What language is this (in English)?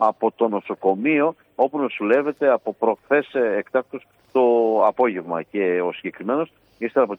Greek